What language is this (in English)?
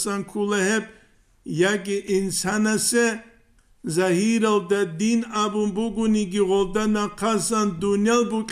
Avaric